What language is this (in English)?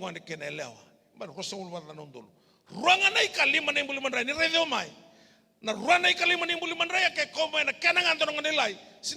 Fijian